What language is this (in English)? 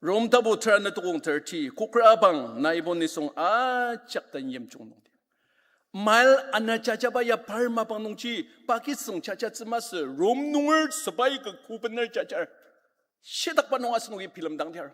Ao Naga